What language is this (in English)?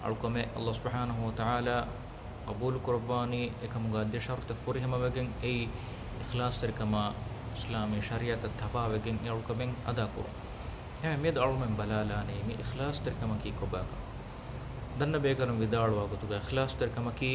Divehi